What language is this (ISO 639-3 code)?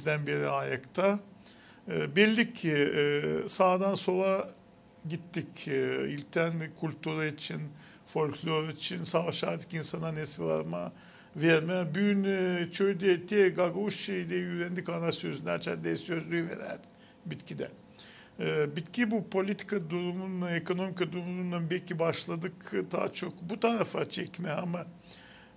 gag